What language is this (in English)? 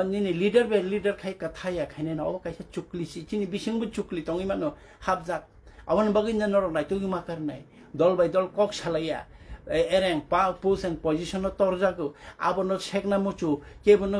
Kok Borok